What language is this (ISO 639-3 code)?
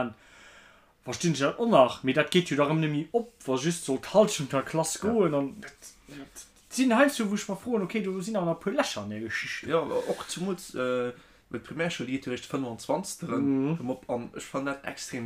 ltz